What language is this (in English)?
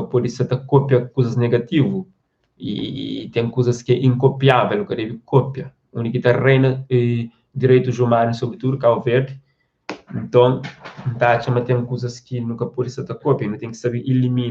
Kabuverdianu